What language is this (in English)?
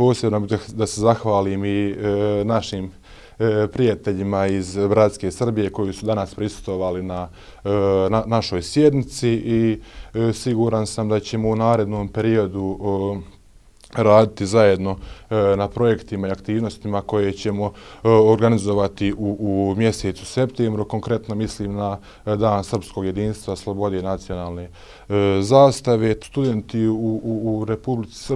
Bosnian